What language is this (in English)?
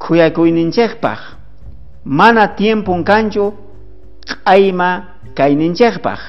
South Bolivian Quechua